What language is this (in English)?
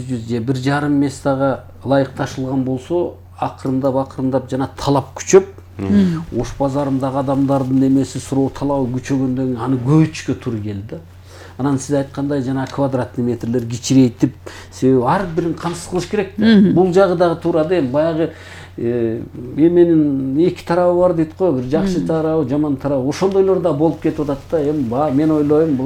Kyrgyz